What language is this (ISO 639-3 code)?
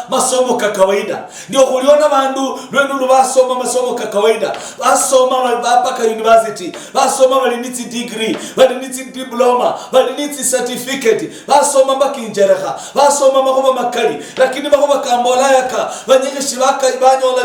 luy